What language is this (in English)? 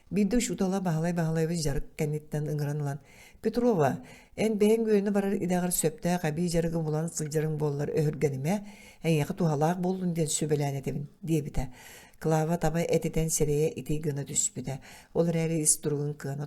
Yakut